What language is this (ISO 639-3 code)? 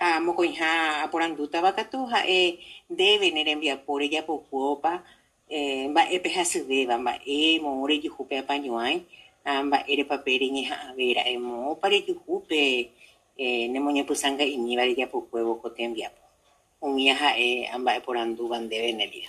grn